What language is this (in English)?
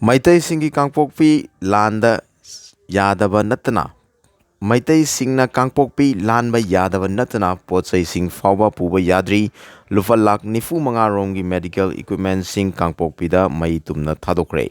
Manipuri